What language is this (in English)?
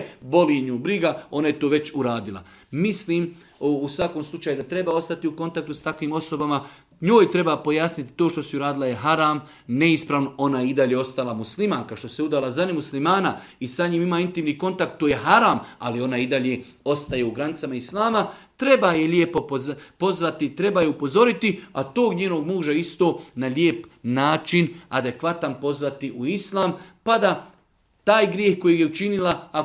Bosnian